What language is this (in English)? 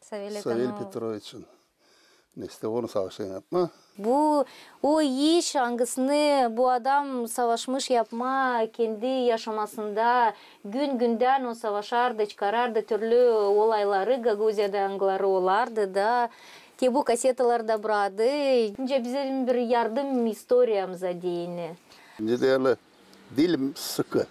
Gagauz